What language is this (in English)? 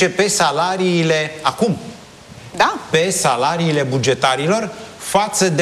Romanian